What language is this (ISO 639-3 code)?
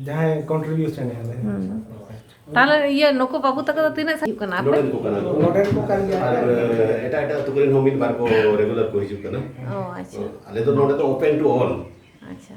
sat